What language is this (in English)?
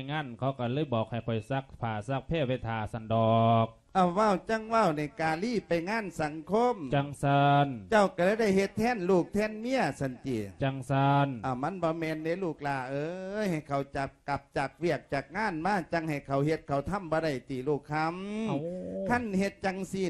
Lao